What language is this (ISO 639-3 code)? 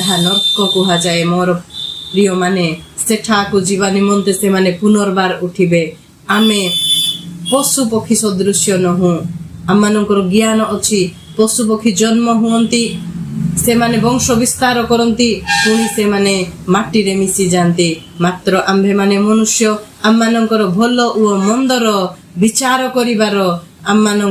ori